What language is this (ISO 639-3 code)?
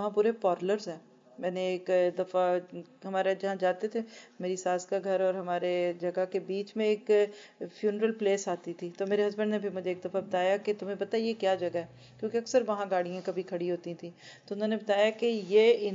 urd